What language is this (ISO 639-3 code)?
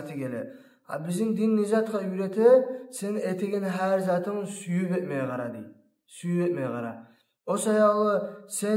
kum